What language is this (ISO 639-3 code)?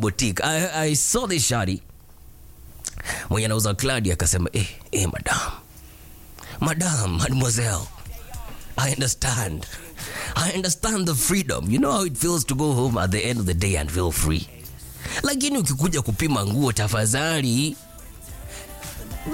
swa